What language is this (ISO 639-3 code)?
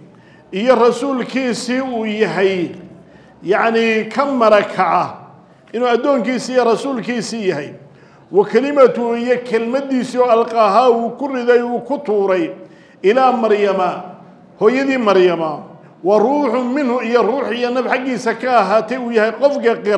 som